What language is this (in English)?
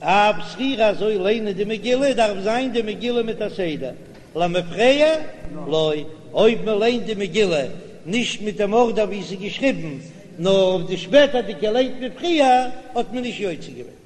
Yiddish